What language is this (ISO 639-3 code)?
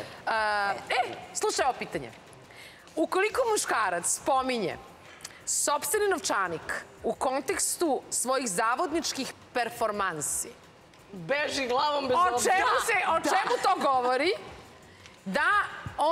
srp